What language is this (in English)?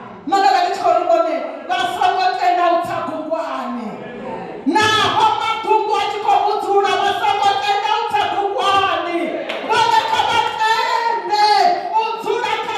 Venda